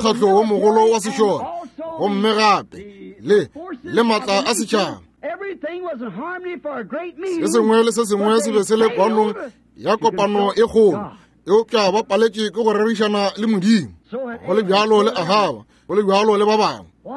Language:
Northern Sotho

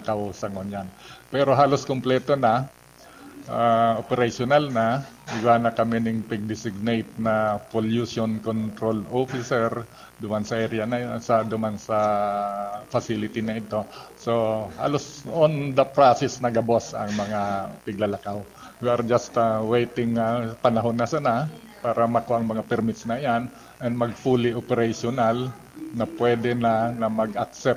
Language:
Bikol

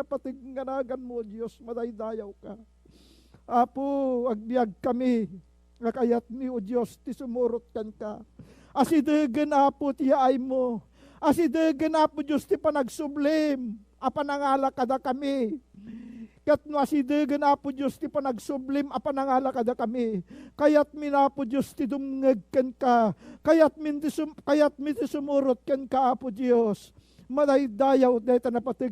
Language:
Iloko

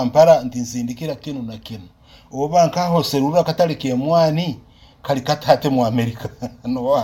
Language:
Nyoro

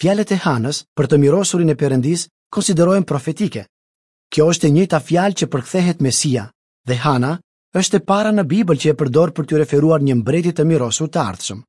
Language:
Albanian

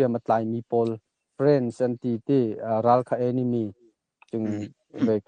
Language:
Hakha Chin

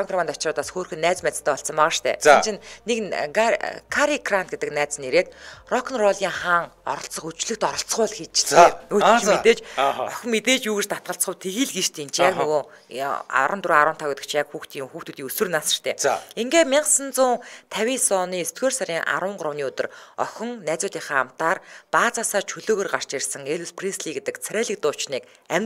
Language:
Mongolian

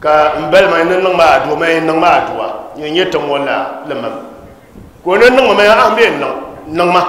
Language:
Dagbani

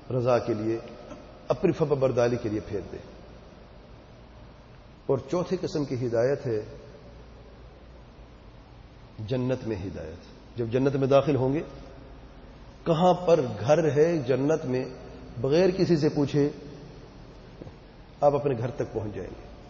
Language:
Urdu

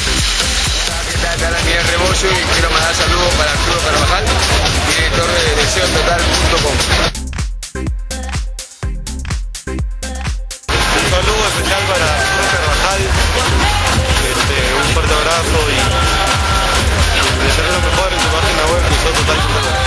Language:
Spanish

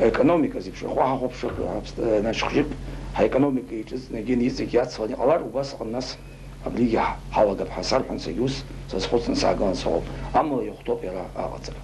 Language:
Abkhazian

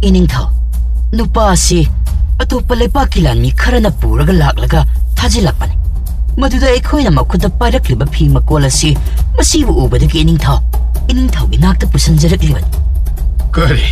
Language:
Manipuri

